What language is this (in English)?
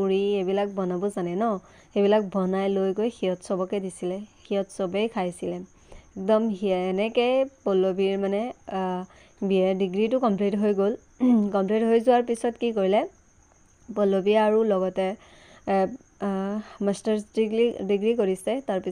Assamese